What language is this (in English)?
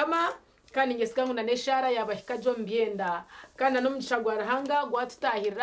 Nyankole